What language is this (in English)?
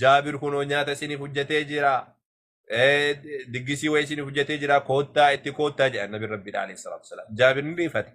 Oromo